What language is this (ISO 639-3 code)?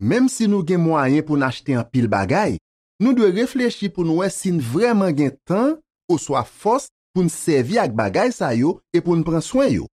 hat